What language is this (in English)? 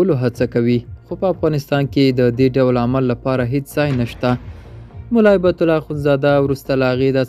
Pashto